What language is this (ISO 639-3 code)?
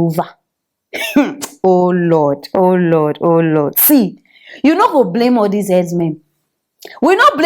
pcm